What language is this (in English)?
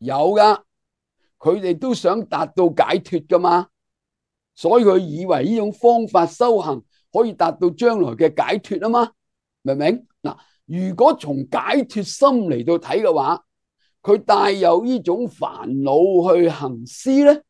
Cantonese